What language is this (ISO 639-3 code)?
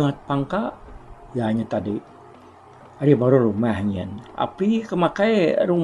iba